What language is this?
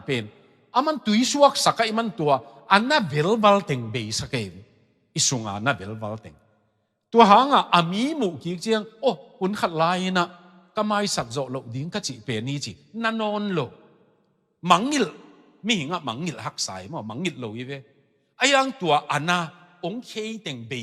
Tedim Chin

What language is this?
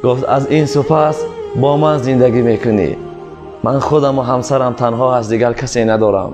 Tajik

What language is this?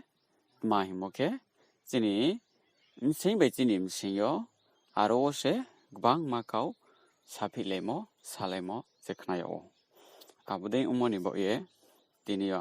Riang (India)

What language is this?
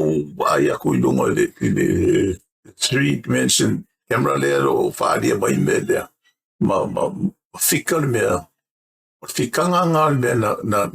Samoan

